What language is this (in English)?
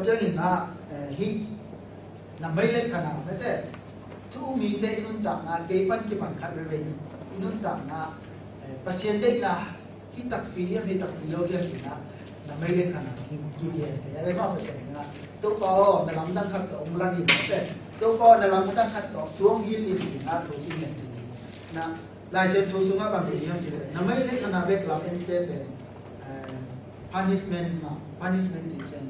Tedim Chin